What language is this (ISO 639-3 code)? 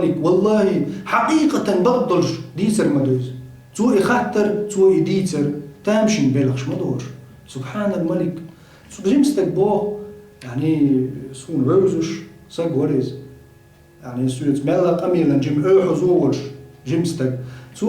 che